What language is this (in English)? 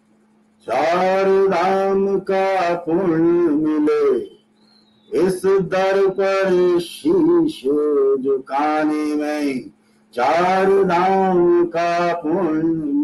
Hindi